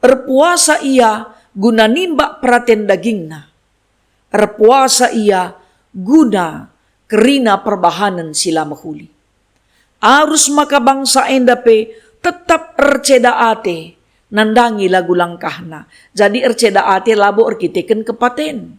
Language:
Batak Karo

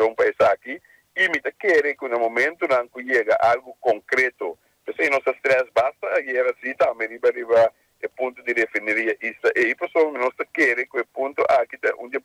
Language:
Papiamento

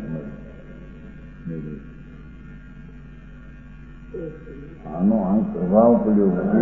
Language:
Gujarati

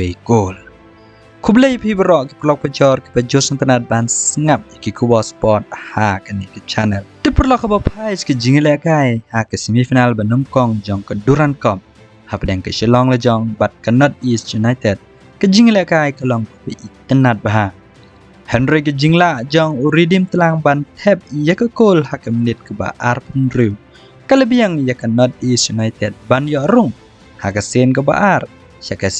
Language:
Khasi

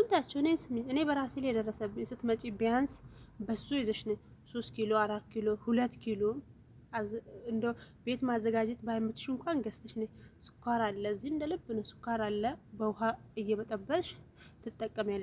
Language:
Amharic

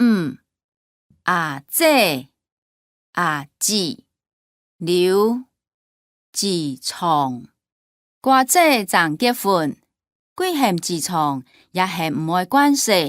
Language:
Hakka Chinese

